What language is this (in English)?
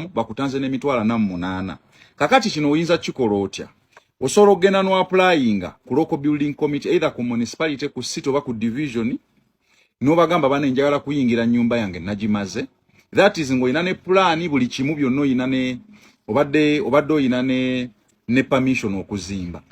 Ganda